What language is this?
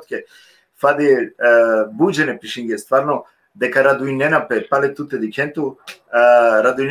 Balkan Romani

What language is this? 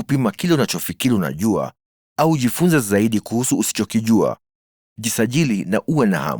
Swahili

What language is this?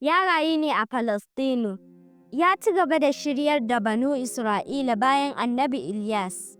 Hausa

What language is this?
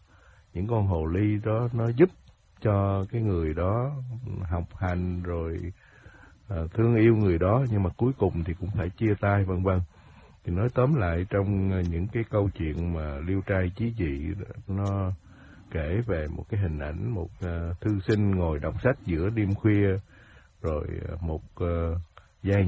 Vietnamese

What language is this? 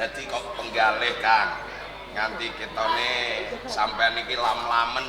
Javanese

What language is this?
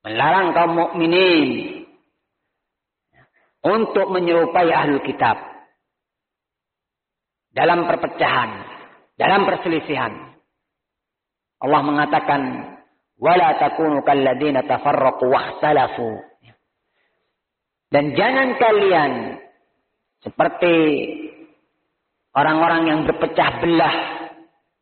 Indonesian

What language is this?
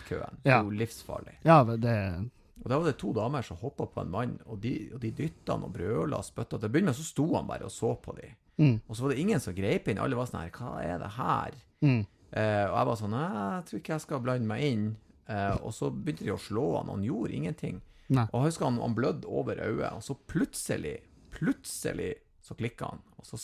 Norwegian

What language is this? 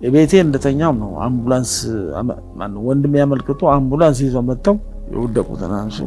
Amharic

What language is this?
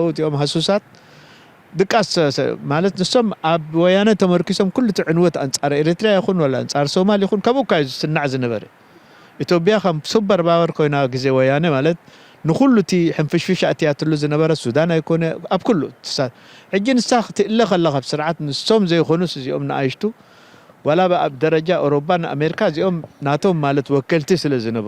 Tigrinya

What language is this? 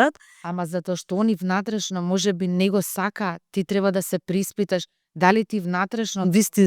Macedonian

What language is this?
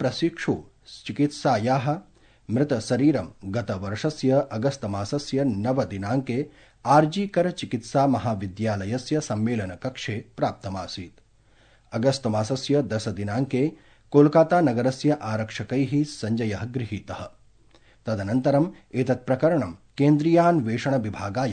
Sanskrit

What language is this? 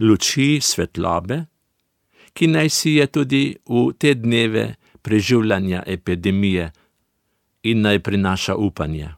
Slovenian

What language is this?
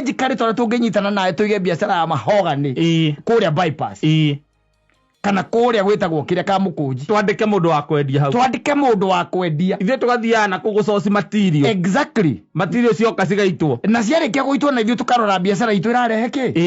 Kikuyu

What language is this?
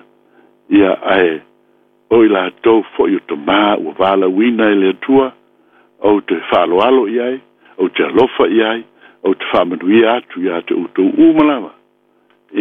Samoan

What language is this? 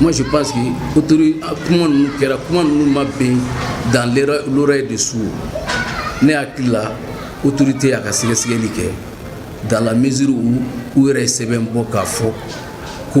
Bambara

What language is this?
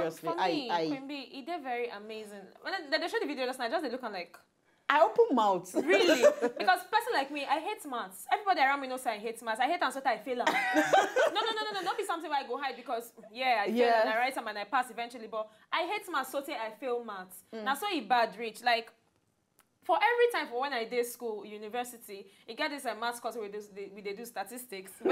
Nigerian Pidgin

